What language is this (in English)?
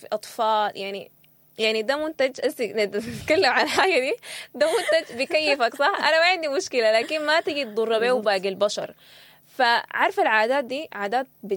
Sudanese Arabic